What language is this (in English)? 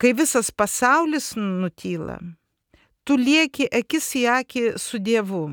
Lithuanian